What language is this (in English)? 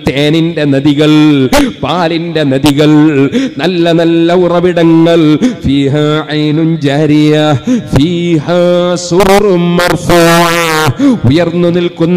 Malayalam